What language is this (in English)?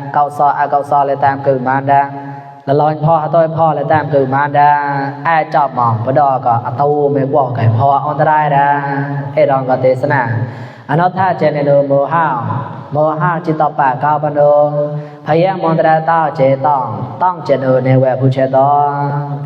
Mon